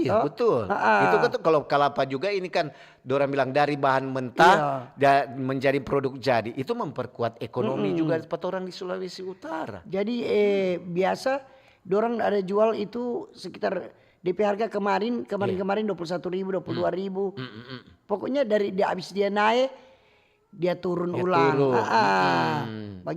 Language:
Manado Malay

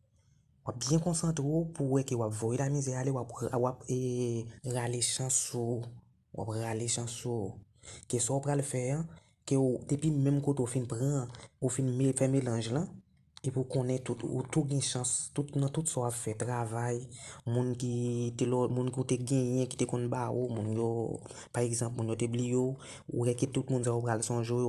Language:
Haitian Creole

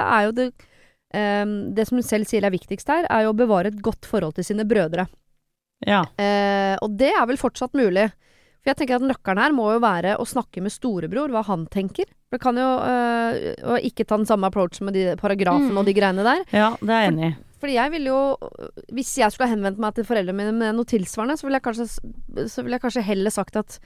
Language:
Norwegian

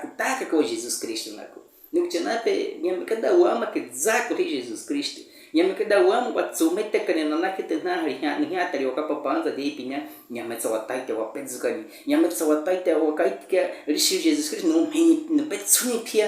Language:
Baniwa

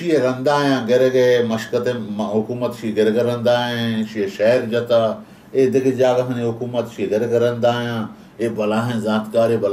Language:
Baluchi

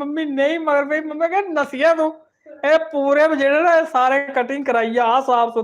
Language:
Dogri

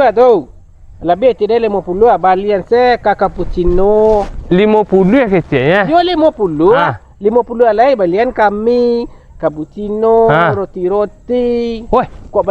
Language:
Minangkabau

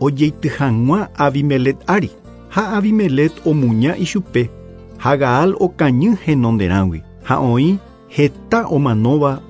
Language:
Guarani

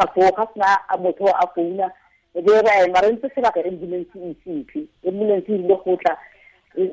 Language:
Tswana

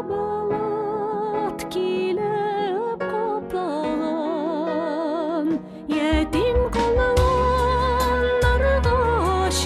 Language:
Tatar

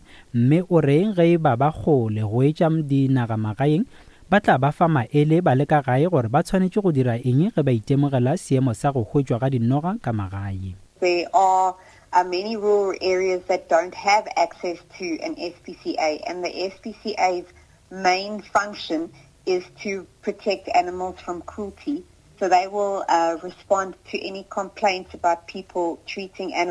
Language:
Northern Sotho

